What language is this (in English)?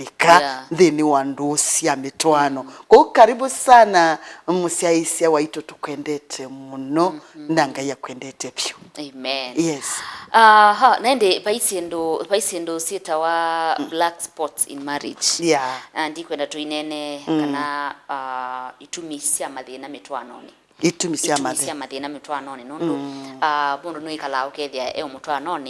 Kamba